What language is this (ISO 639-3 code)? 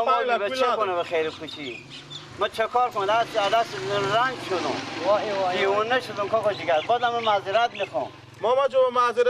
fas